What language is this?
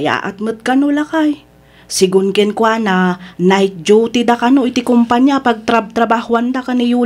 Iloko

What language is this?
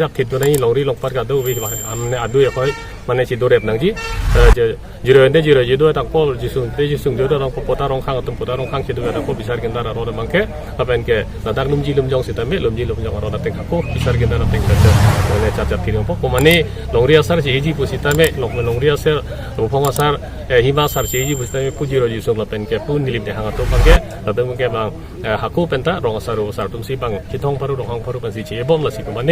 Karbi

